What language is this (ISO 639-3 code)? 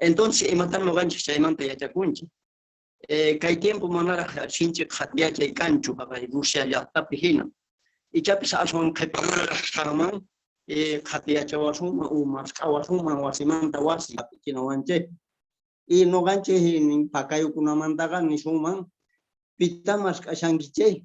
que